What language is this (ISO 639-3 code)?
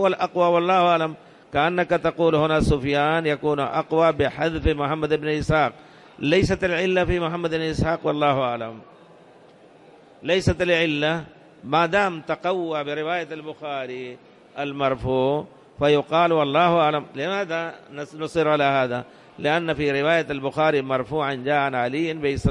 ara